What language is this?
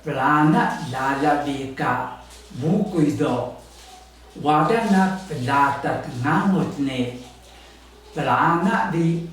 Taroko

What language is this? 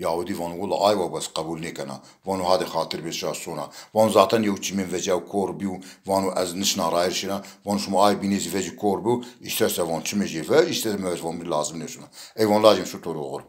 Zaza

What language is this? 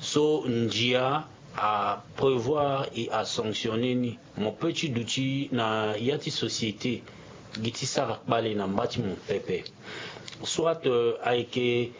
Sango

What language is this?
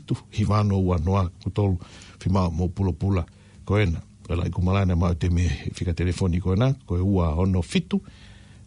Tongan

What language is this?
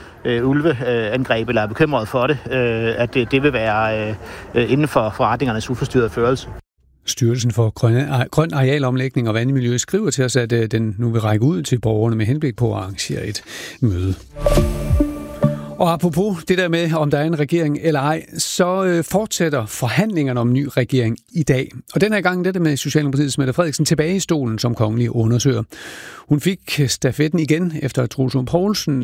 Danish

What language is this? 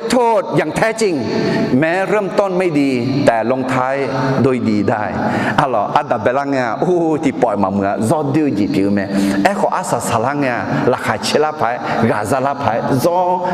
Akha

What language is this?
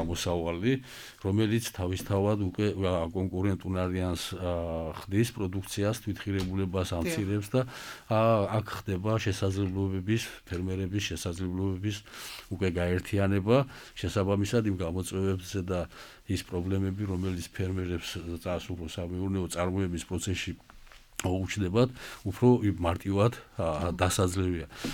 Georgian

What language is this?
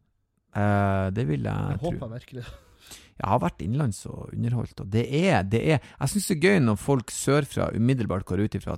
Norwegian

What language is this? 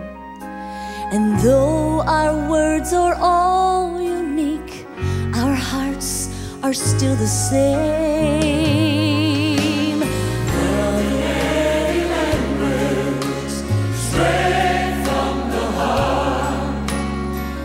English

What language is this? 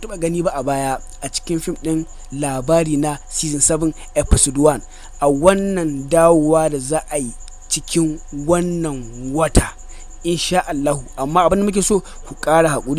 Hausa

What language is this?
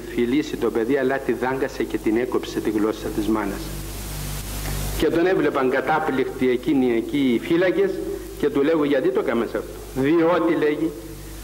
Greek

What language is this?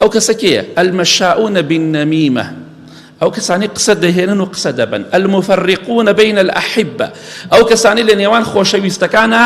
Central Kurdish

